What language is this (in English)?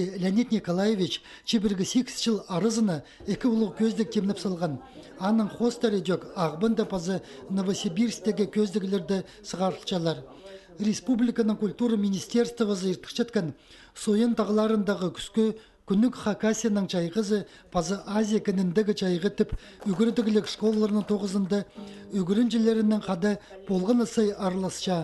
Khakas